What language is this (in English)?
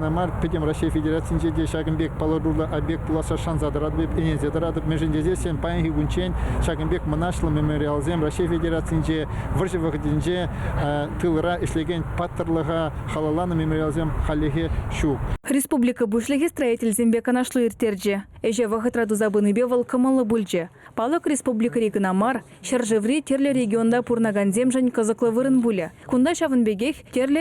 Chuvash